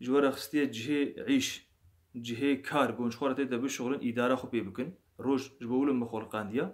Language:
Kurdish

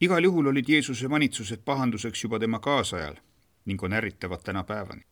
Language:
Estonian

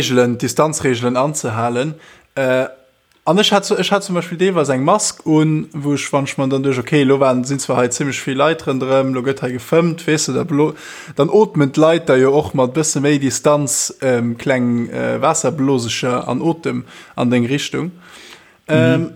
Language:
Luxembourgish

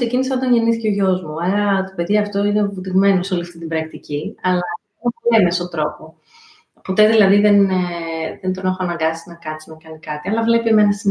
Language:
Greek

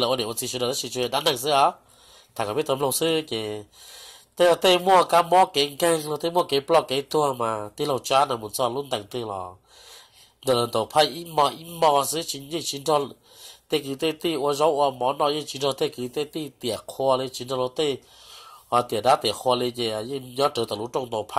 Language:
Hmong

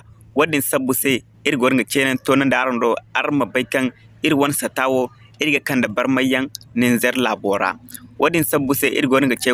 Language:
Zarma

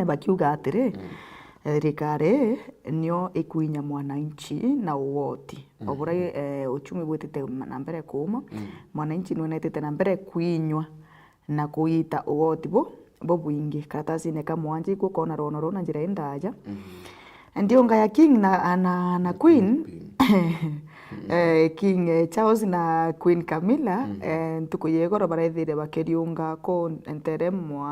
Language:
Meru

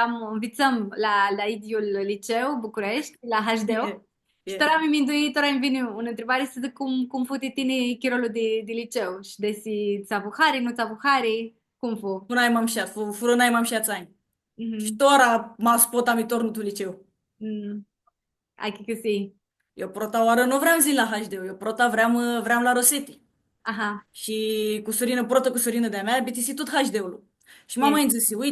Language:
Aromanian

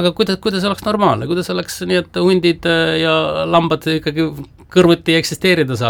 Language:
Estonian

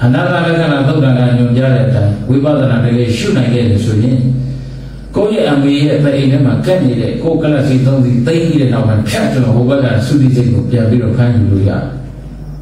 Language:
Burmese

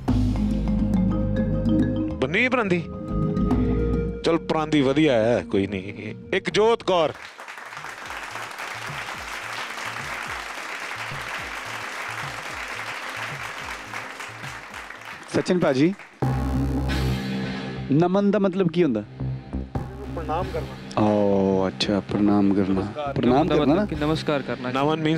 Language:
Punjabi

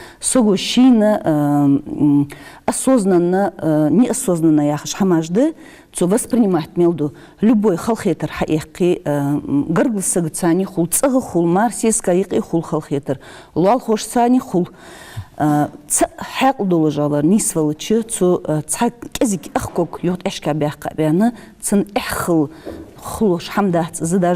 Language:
Ingush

